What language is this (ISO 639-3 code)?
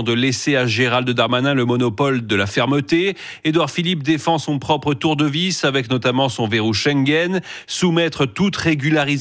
fra